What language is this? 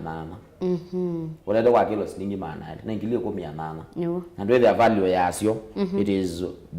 Kamba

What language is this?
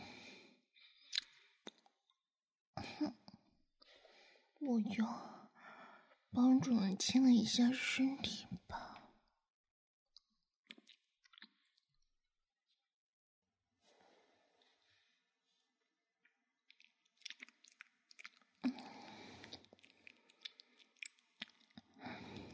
Chinese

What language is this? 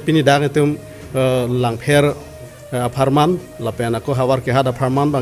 Karbi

